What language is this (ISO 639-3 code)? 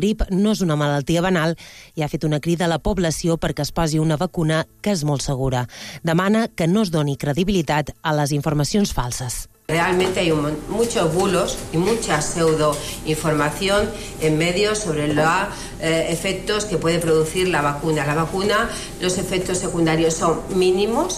cat